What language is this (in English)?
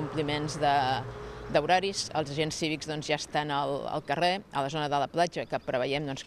Catalan